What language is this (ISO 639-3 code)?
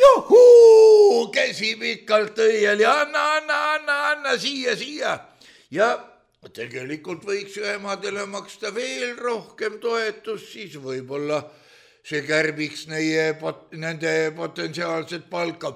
est